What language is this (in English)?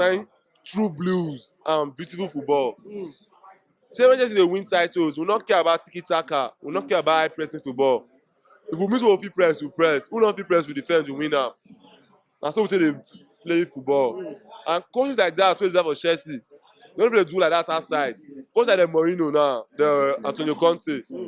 Nigerian Pidgin